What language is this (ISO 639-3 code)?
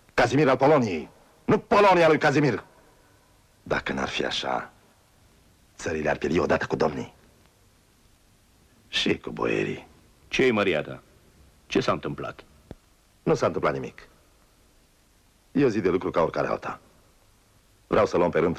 ron